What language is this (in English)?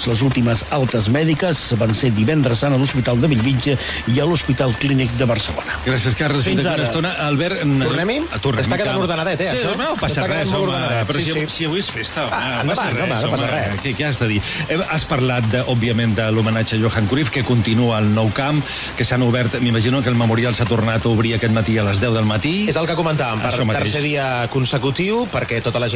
Catalan